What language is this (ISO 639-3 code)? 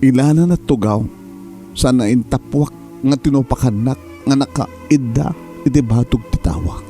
ilo